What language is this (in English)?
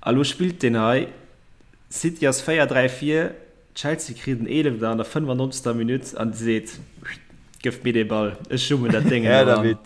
Luxembourgish